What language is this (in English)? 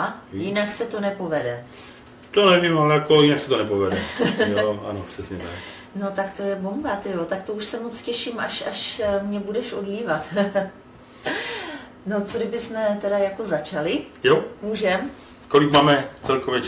Czech